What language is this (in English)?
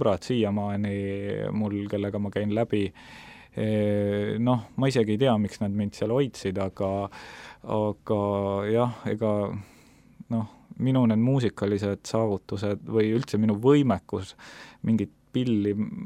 Estonian